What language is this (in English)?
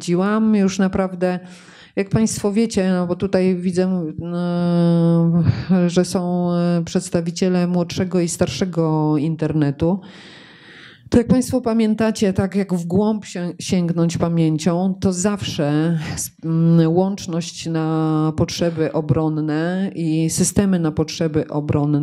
Polish